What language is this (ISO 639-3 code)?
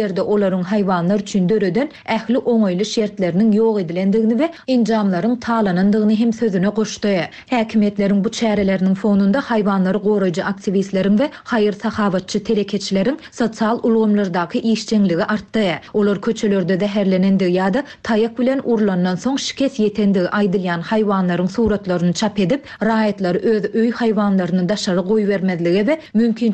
tuk